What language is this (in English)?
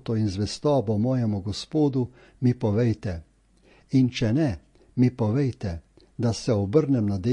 Slovenian